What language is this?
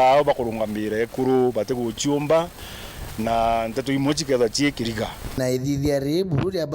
Meru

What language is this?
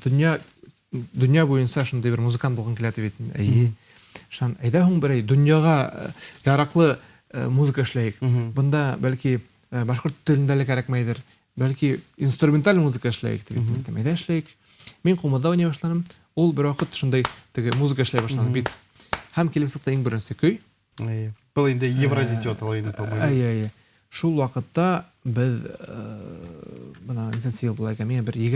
Bashkir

